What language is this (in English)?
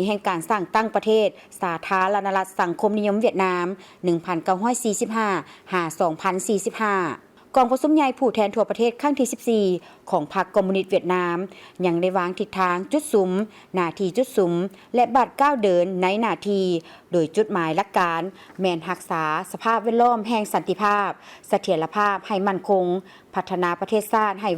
Lao